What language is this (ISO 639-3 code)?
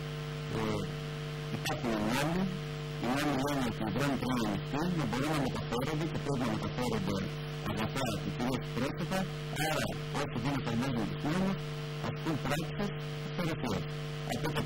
ell